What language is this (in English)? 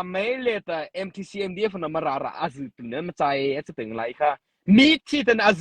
Mara Chin